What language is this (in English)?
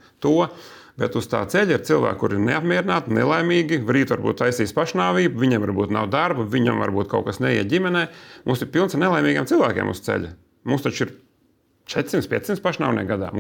Latvian